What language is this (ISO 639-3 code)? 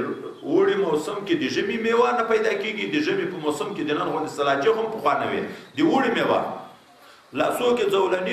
pus